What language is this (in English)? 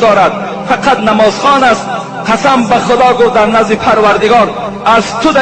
Tajik